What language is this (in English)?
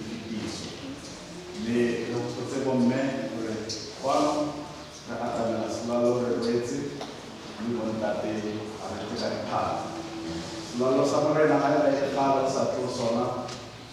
Southern Sotho